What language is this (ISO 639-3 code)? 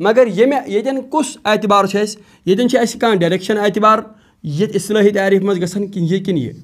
kas